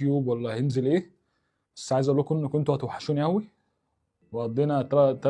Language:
Egyptian Arabic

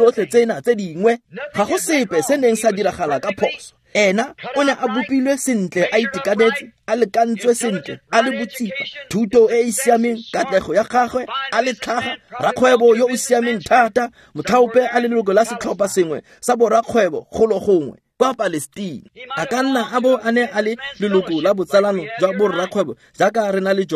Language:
Tswana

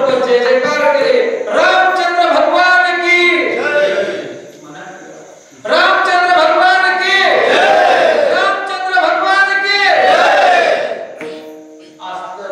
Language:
Marathi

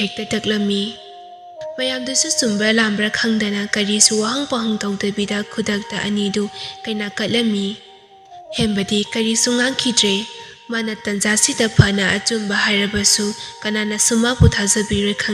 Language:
Manipuri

